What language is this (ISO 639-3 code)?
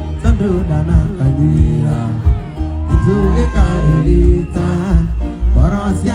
kik